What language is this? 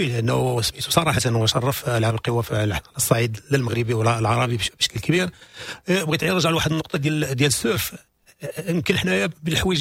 Moroccan Arabic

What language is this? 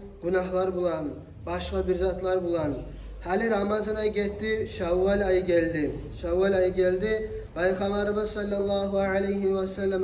Kumyk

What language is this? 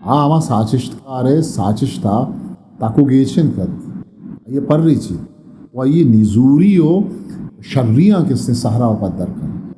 Eastern Balochi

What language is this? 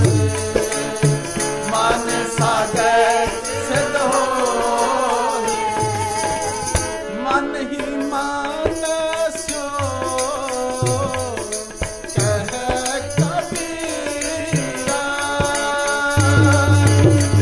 Punjabi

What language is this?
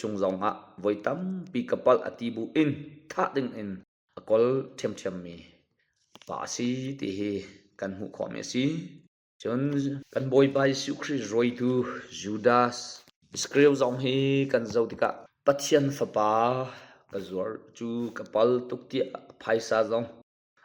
Hakha Chin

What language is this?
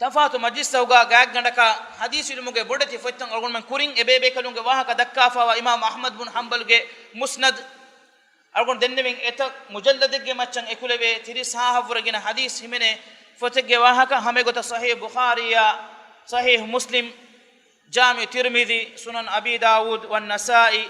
Divehi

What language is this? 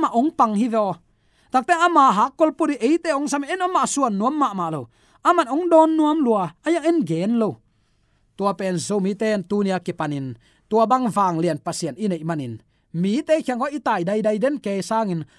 Tedim Chin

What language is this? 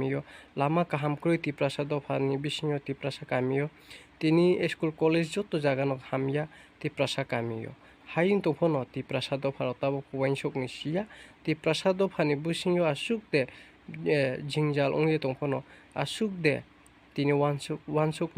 Riang (India)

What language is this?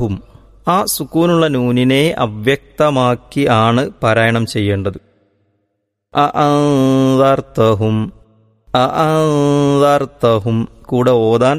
Malayalam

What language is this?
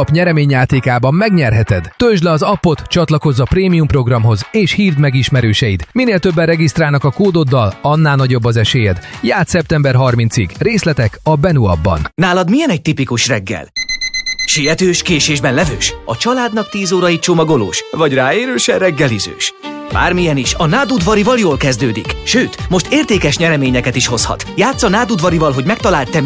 Hungarian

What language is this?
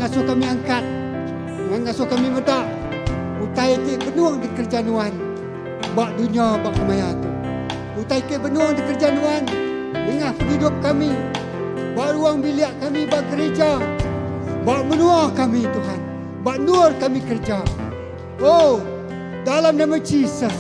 Iban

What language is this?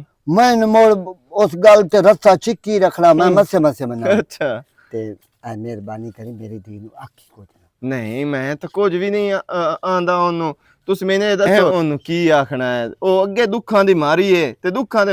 Western Panjabi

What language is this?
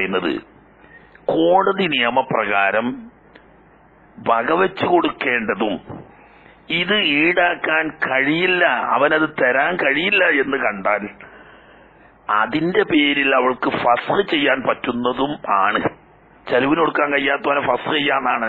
Malayalam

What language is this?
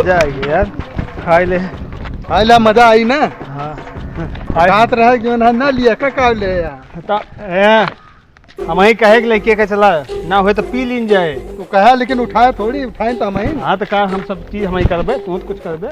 Awadhi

